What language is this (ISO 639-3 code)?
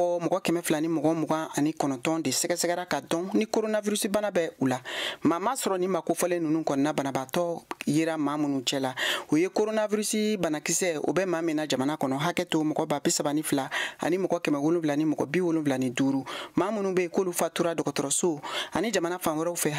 bam